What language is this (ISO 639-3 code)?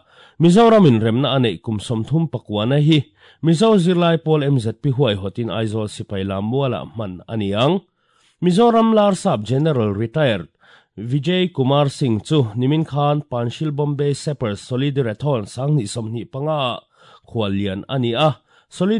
lus